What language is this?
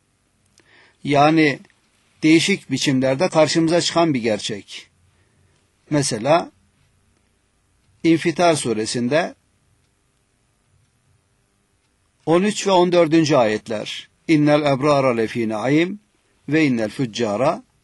Turkish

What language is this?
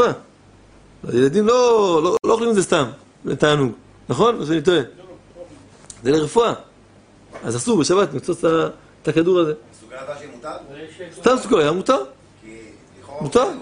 Hebrew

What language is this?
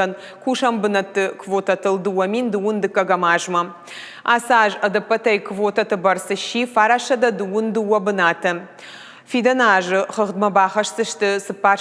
Ossetic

